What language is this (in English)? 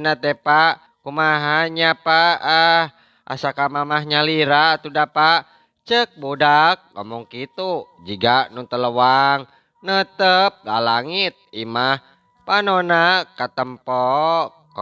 Sundanese